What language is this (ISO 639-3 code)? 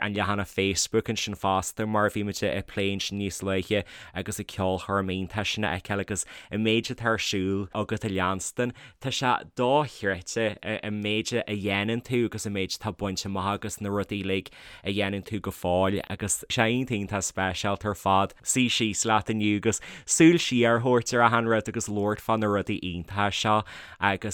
gle